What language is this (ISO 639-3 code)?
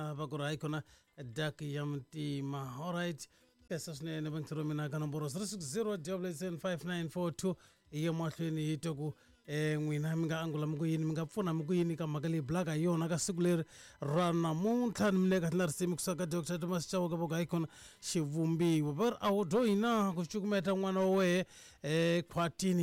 tso